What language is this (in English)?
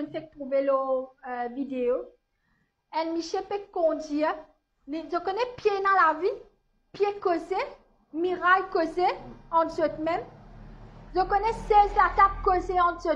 Morisyen